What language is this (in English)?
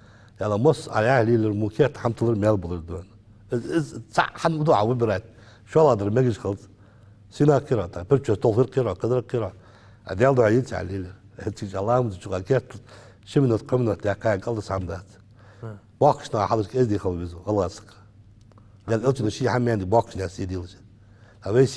Ingush